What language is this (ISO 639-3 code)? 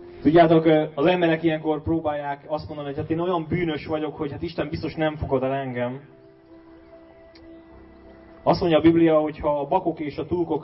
hun